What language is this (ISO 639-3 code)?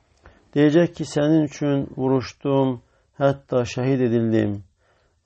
aze